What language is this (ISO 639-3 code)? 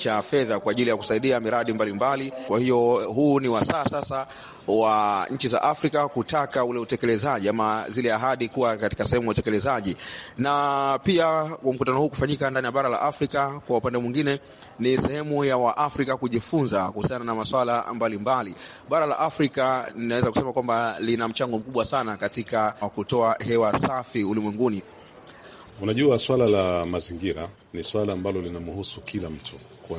swa